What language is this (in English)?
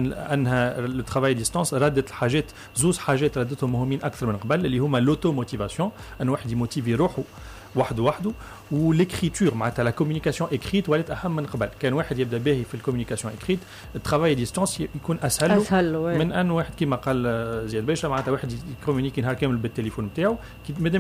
Tunisian Arabic